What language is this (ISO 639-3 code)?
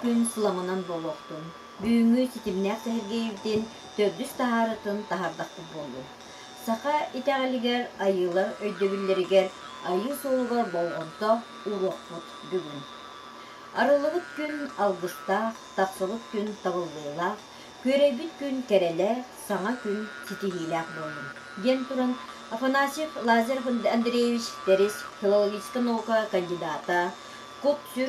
sah